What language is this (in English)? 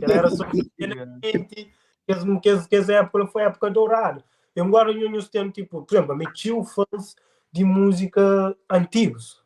Kabuverdianu